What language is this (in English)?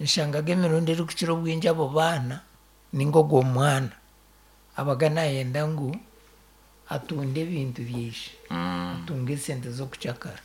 Nyankole